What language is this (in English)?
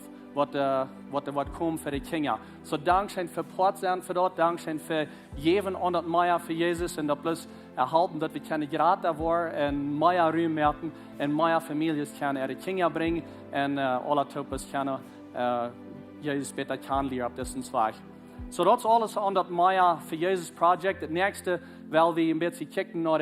Plautdietsch